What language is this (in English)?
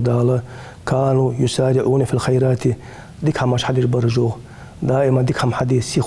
Ingush